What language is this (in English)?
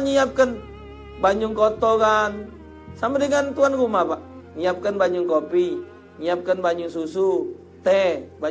Musi